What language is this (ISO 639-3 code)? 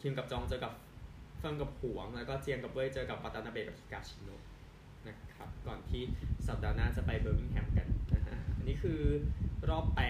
tha